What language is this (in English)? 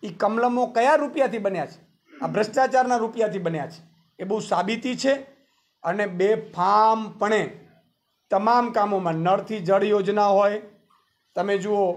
Gujarati